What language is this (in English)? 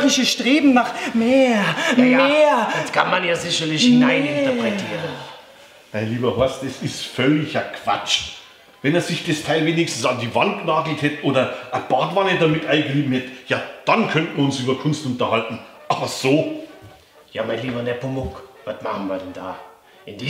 Bavarian